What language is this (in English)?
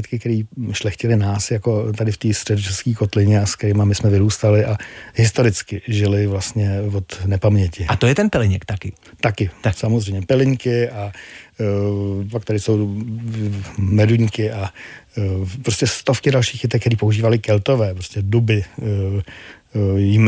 Czech